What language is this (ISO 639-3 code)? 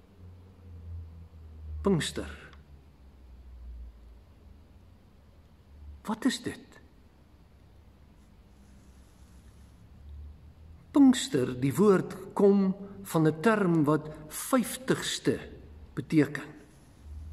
afr